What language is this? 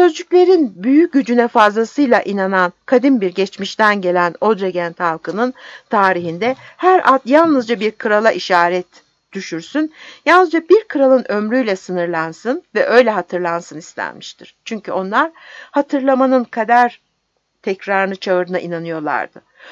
Turkish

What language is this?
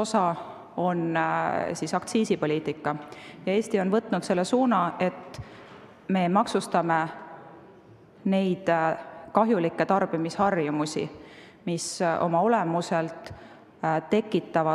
Estonian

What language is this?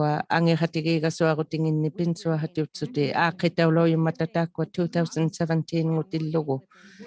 Inuktitut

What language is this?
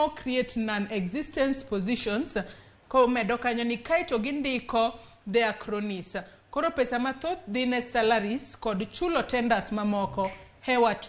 Luo (Kenya and Tanzania)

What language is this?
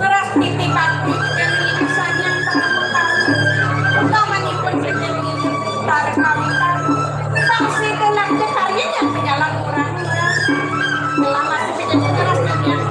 Balinese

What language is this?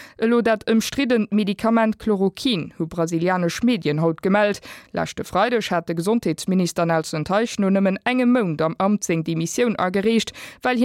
Luxembourgish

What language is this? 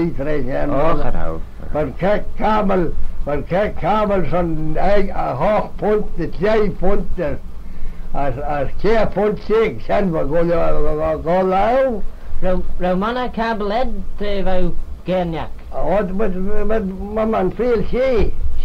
Manx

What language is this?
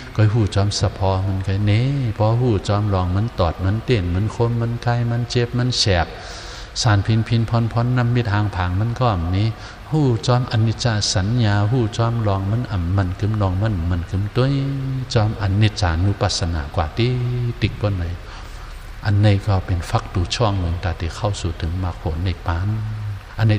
Shan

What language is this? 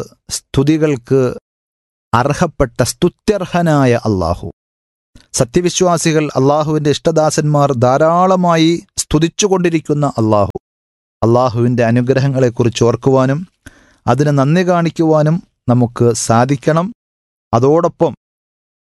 Malayalam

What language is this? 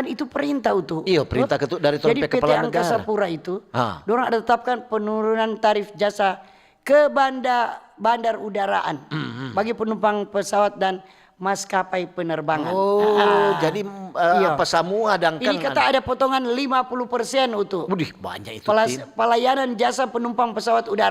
Manado Malay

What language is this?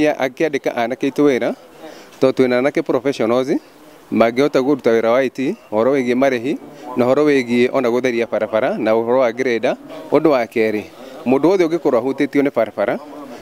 Kikuyu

